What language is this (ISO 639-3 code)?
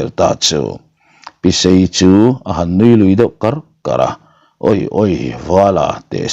lus